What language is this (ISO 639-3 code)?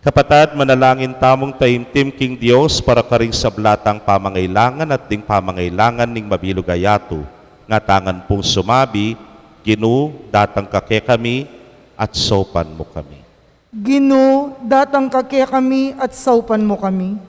pam